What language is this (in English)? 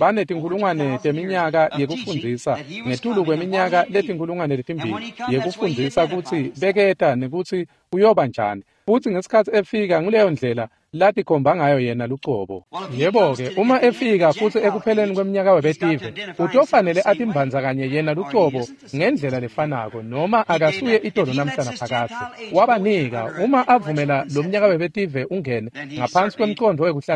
Swati